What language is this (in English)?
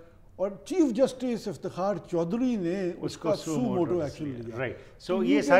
Urdu